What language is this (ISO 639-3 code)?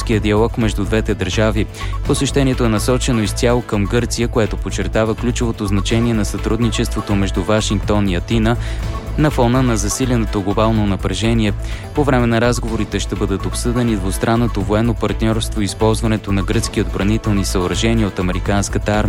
bul